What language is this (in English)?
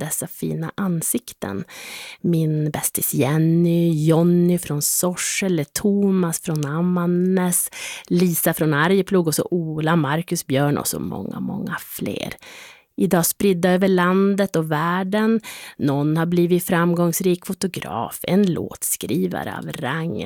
Swedish